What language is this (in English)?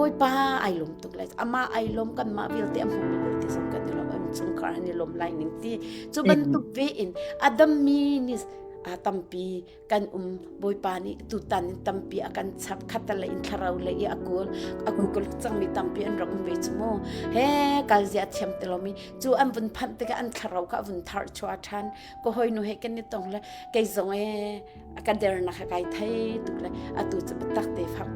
Hakha Chin